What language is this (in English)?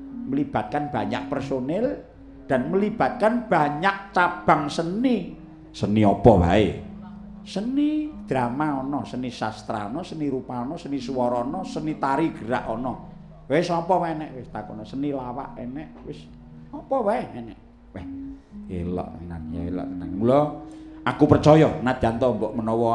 Javanese